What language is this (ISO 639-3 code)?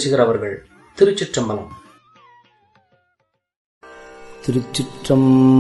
tam